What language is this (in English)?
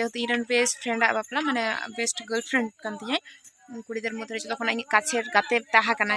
Santali